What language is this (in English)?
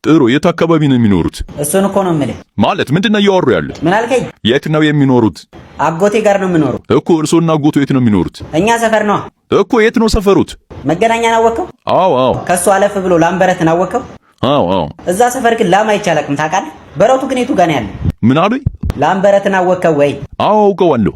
Amharic